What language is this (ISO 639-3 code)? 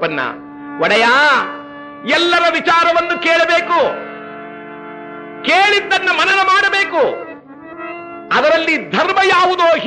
kan